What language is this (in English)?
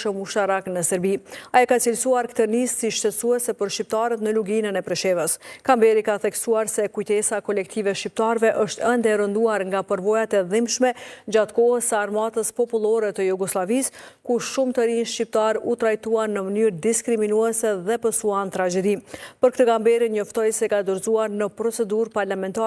Albanian